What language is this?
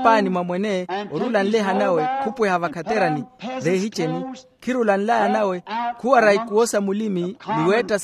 Makhuwa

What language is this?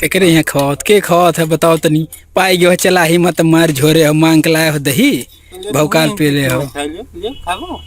Awadhi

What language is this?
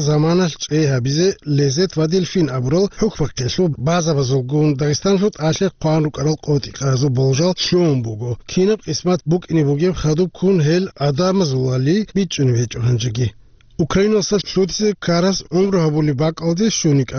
Avaric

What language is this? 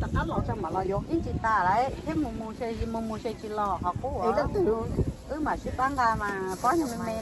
Hmong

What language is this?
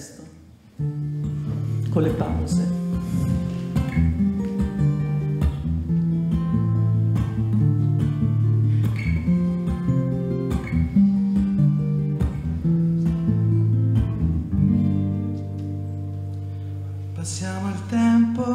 Italian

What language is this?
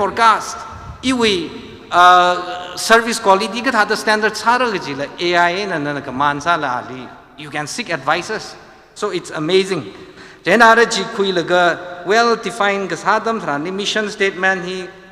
Tangkhul Naga (India)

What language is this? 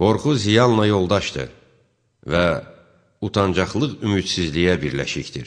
Azerbaijani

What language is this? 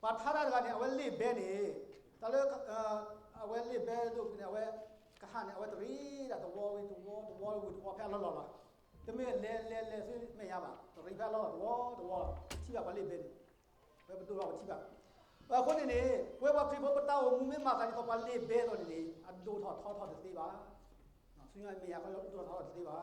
S'gaw Karen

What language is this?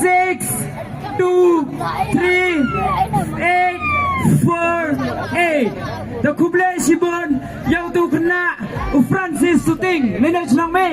Khasi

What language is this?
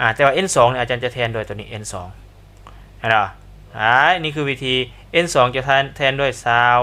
Lao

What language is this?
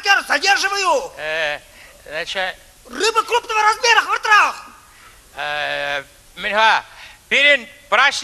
Chuvash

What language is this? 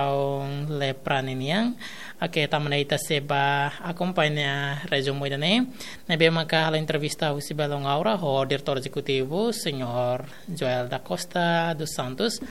Tetum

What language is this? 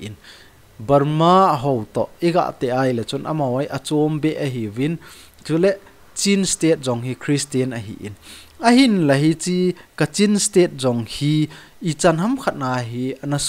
Thado Chin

